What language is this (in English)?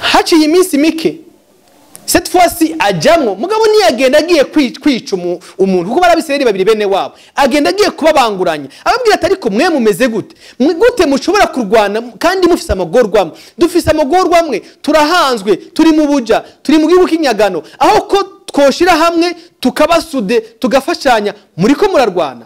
Rundi